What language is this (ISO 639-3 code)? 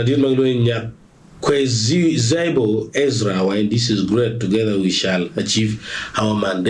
ach